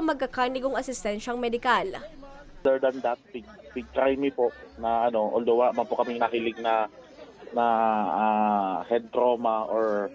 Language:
Bikol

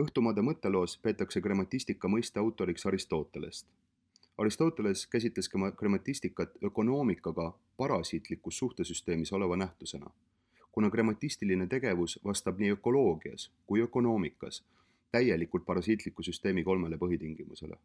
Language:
Estonian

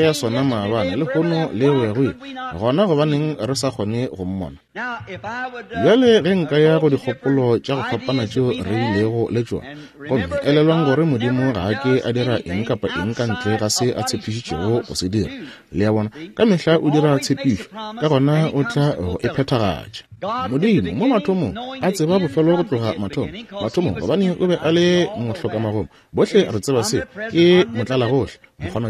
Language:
Northern Sotho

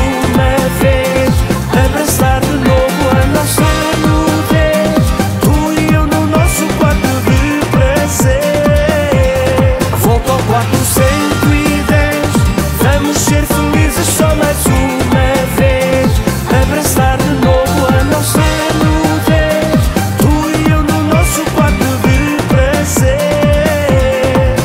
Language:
Portuguese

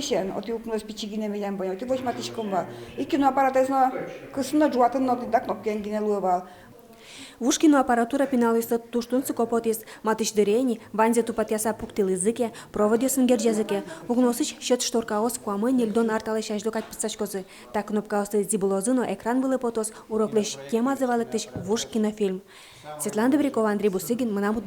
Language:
Udmurt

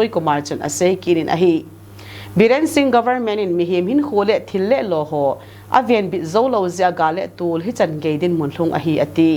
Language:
Thado Chin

